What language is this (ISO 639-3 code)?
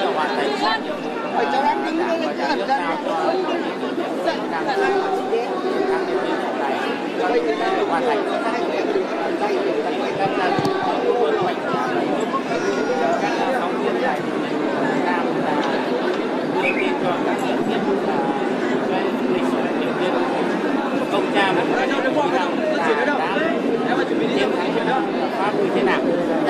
vie